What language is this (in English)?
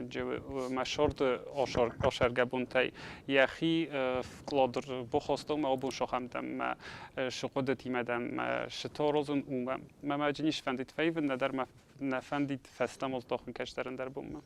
Ossetic